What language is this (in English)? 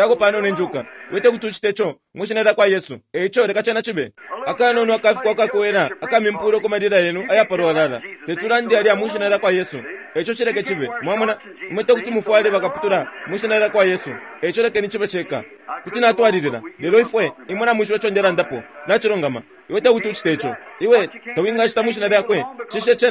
Bemba